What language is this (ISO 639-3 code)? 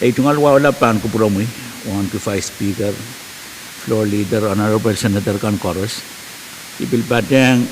pon